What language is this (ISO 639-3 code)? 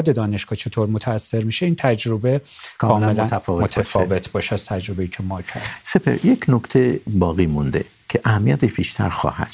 fas